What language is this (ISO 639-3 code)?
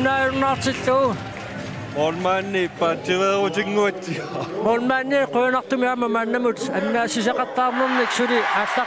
kal